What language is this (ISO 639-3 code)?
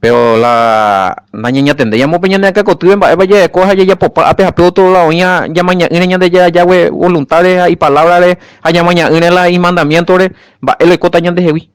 grn